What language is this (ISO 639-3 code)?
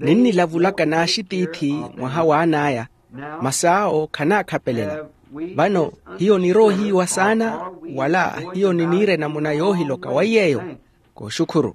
vmw